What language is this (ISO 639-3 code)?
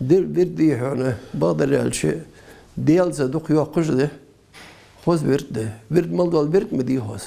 inh